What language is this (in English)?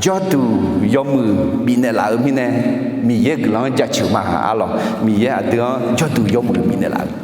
Akha